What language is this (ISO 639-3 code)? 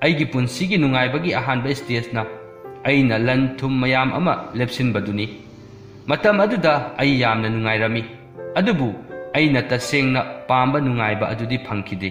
mni